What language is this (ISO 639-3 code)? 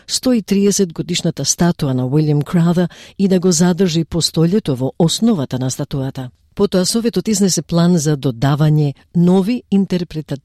mkd